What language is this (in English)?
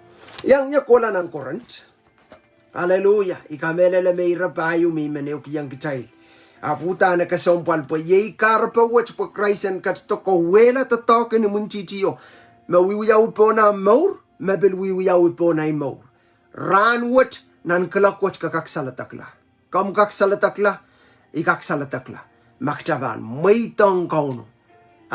Pohnpeian